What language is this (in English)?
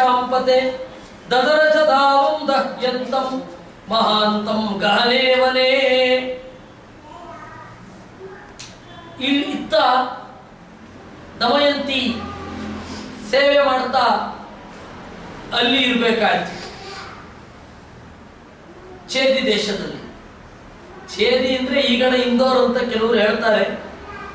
Kannada